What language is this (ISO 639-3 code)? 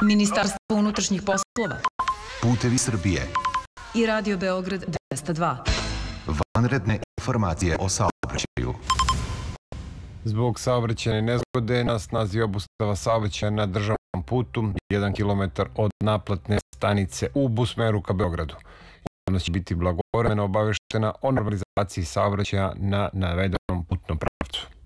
srp